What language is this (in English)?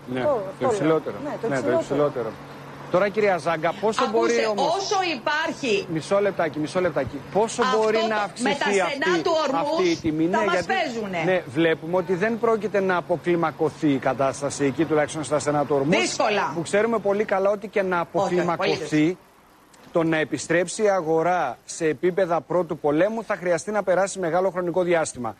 Greek